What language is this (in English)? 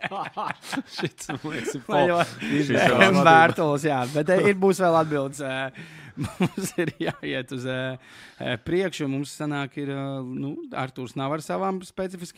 Latvian